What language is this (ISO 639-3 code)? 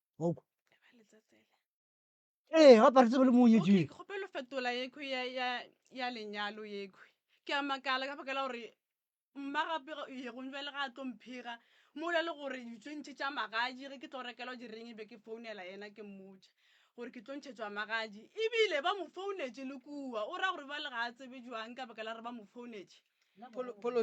nso